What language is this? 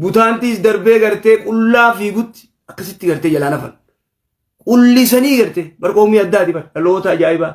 Oromo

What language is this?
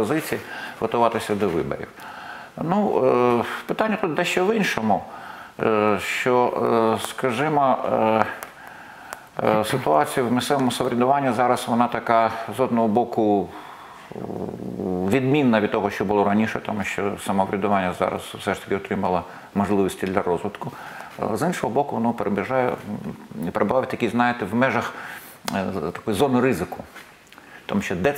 Ukrainian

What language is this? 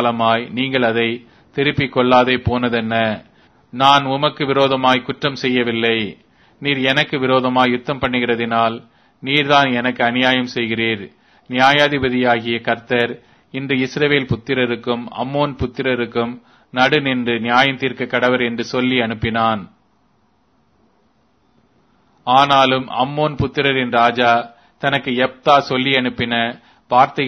Tamil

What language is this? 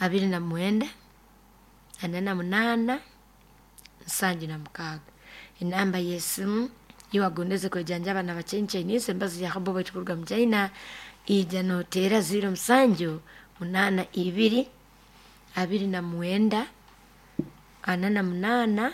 Nyoro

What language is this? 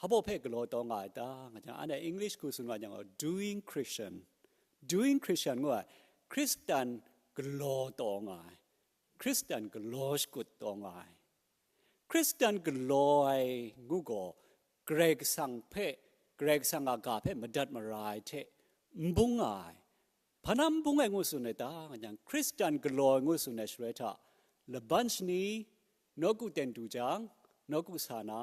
Kachin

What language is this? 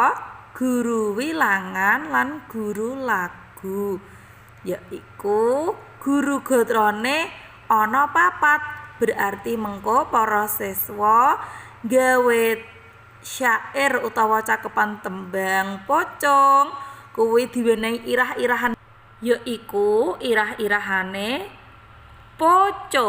Javanese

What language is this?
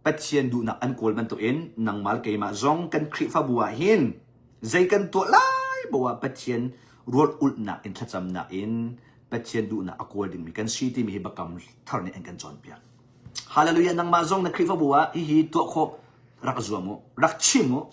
Hakha Chin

